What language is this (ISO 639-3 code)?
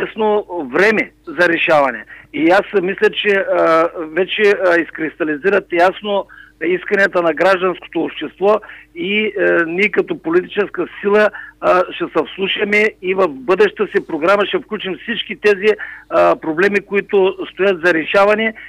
bul